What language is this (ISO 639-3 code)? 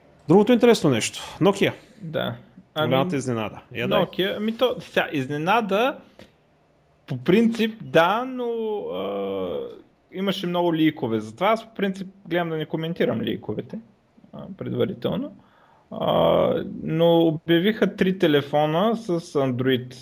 bul